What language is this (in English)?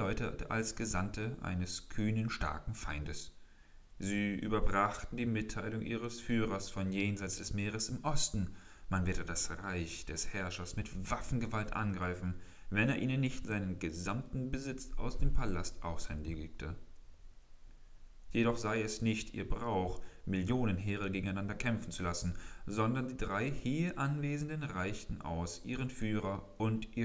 German